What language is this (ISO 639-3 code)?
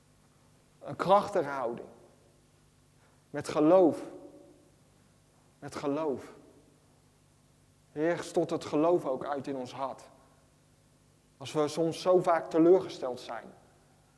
nld